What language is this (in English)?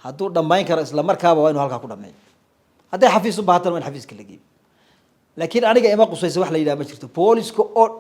Somali